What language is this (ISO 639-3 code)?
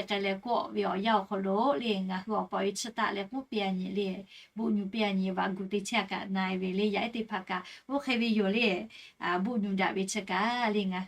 lhu